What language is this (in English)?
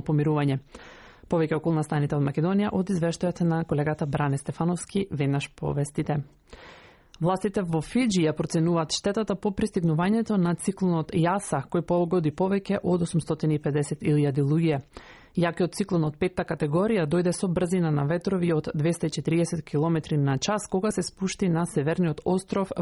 Macedonian